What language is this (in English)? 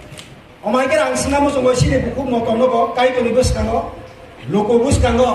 Kok Borok